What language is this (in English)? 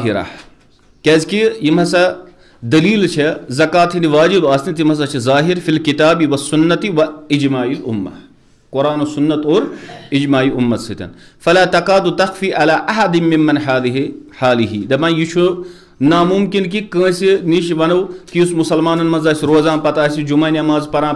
Kashmiri